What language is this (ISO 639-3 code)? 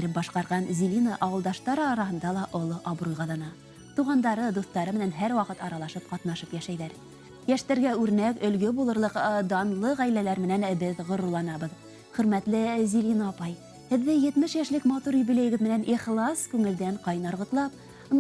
bak